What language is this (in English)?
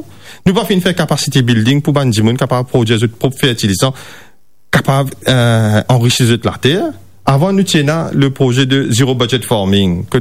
Morisyen